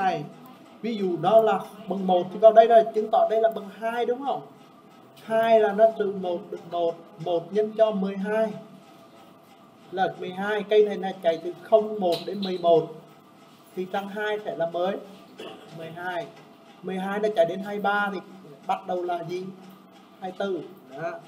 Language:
Vietnamese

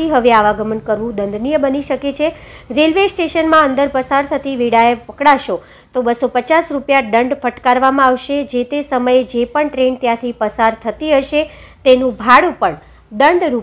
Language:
Gujarati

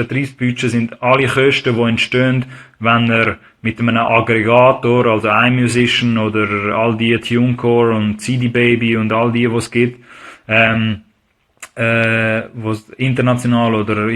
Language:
Swiss German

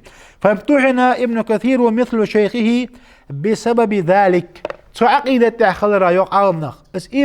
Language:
Ingush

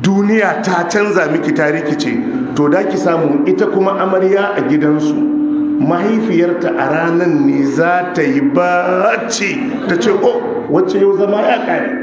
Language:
Hausa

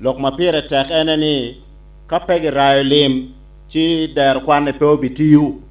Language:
Acoli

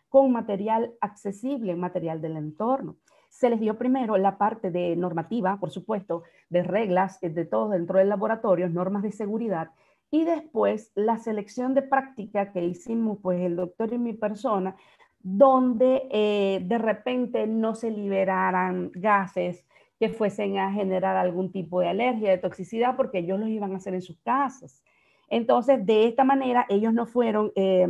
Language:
Spanish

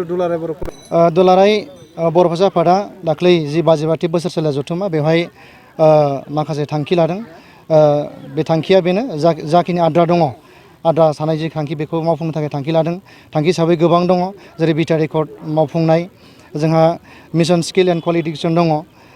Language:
Bodo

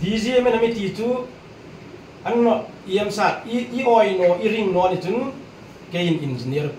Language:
Hmar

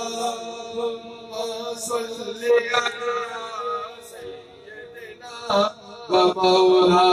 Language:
Urdu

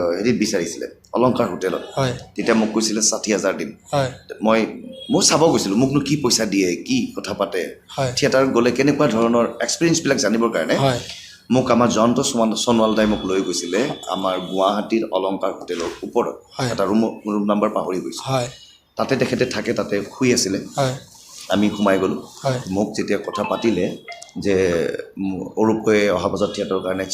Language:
Assamese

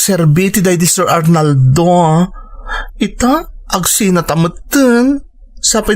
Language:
Iloko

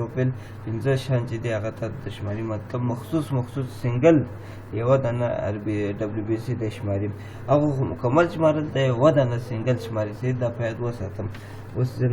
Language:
Pashto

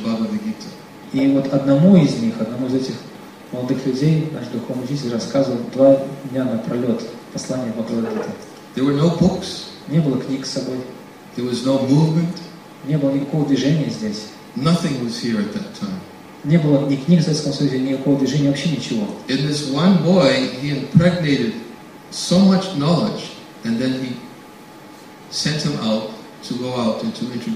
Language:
Russian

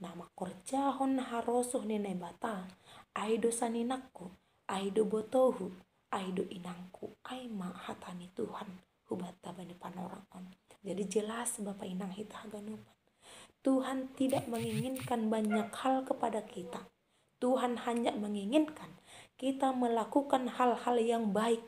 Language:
Batak Simalungun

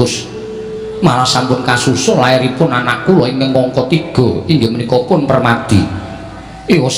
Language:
Javanese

